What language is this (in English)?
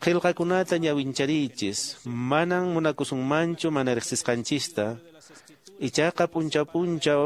Quechua